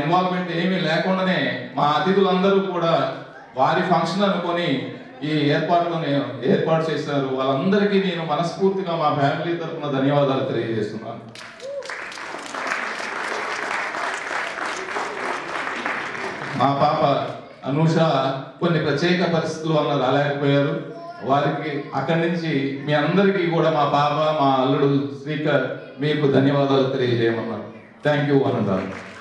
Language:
Telugu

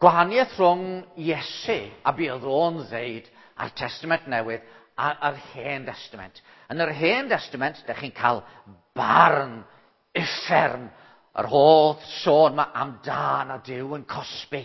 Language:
Welsh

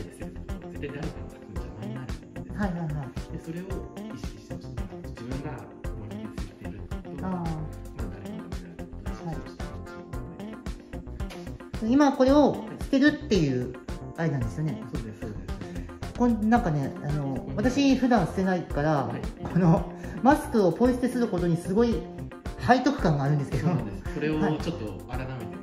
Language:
Japanese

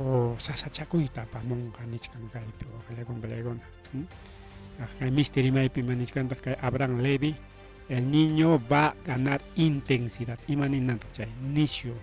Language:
Ayacucho Quechua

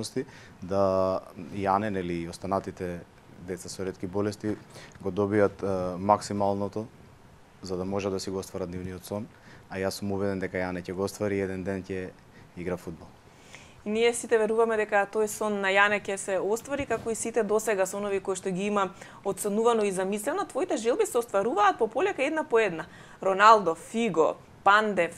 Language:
Macedonian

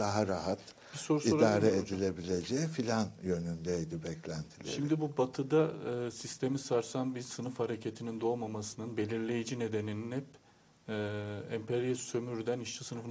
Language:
Turkish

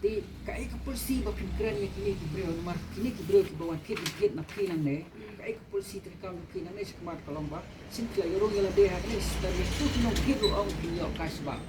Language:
Khasi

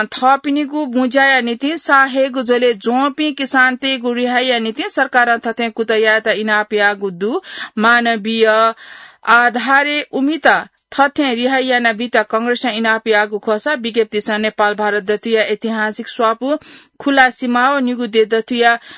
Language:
Newari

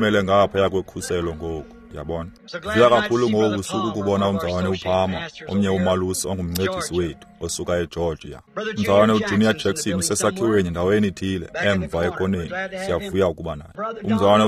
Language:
Xhosa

